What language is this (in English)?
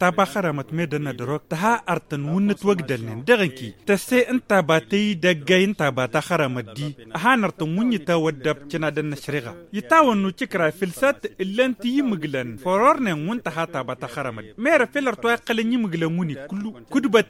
Tamasheq